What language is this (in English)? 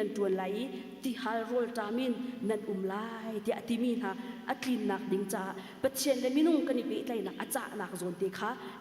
Hakha Chin